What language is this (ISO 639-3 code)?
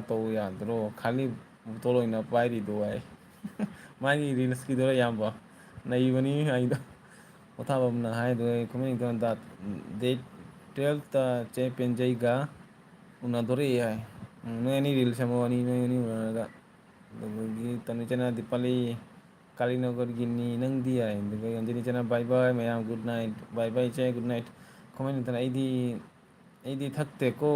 mni